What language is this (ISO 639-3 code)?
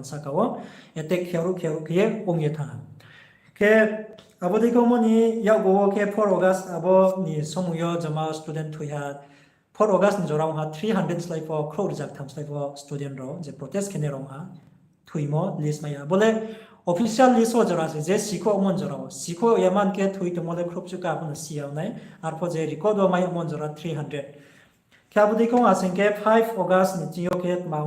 ria